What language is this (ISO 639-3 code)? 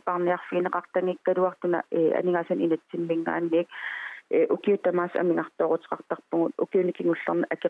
kal